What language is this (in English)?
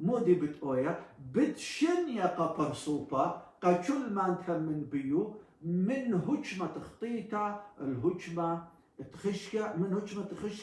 Assyrian Neo-Aramaic